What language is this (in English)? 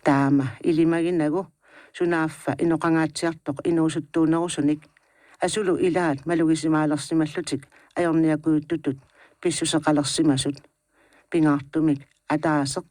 Kalaallisut